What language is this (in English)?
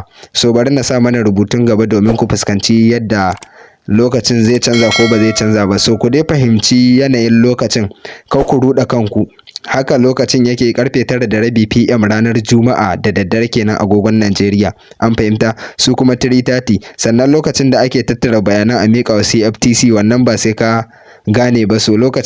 Hausa